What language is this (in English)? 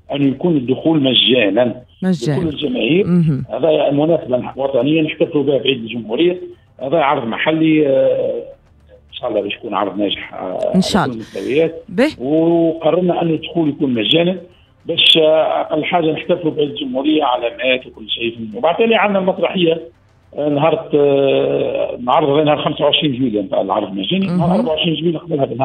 Tunisian Arabic